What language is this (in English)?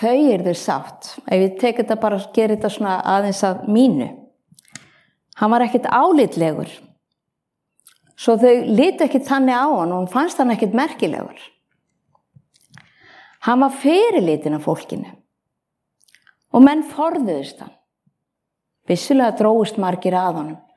Icelandic